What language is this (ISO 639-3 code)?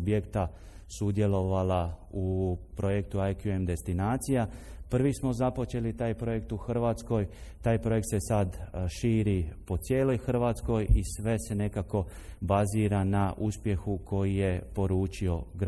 hrv